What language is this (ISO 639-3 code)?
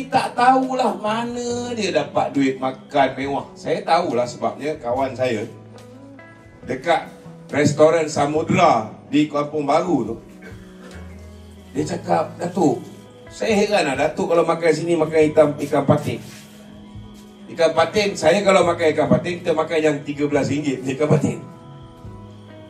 msa